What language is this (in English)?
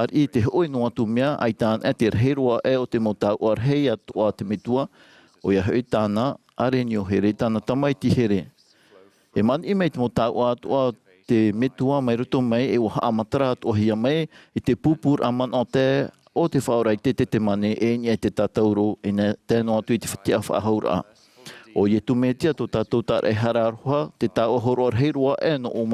Tahitian